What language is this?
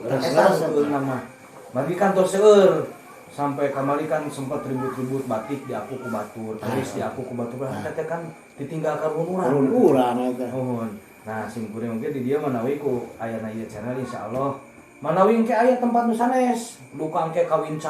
Sundanese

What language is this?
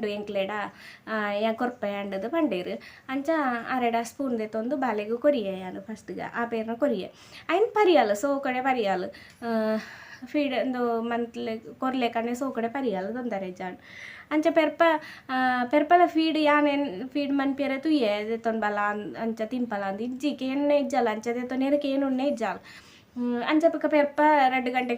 Tulu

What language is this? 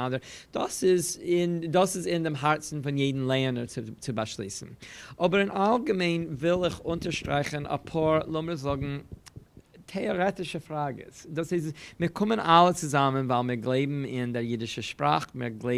Yiddish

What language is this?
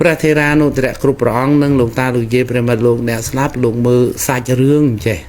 Khmer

